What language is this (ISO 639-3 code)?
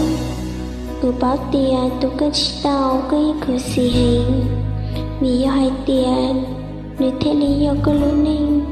hmn